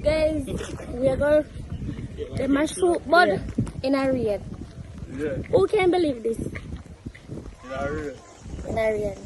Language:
Jamaican Creole English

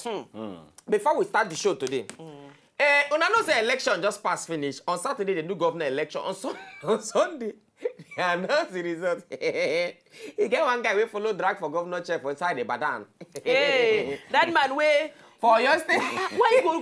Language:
Nigerian Pidgin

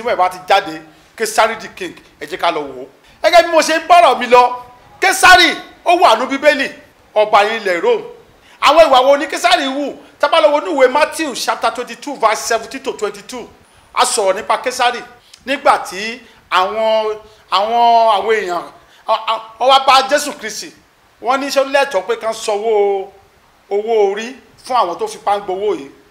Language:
Yoruba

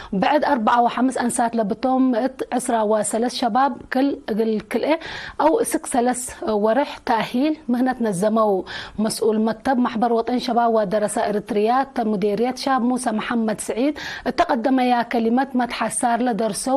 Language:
Tigre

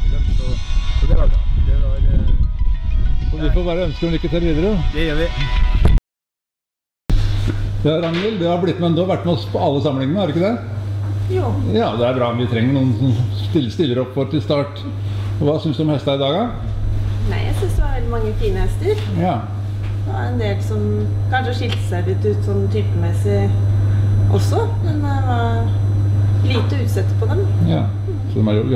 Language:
Norwegian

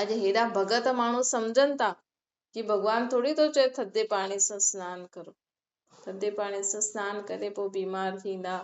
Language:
Sindhi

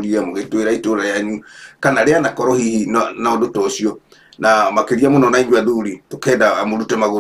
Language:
Kikuyu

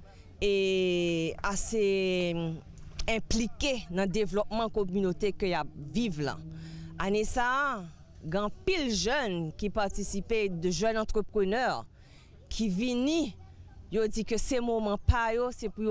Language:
Haitian Creole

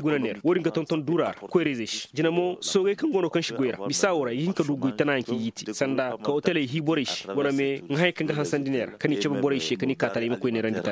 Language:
Koyraboro Senni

